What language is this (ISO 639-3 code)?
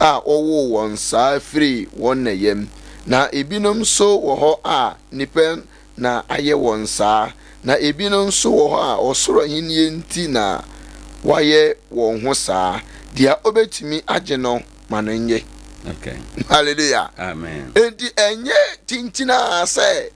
aka